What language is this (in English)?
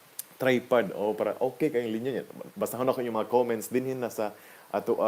Cebuano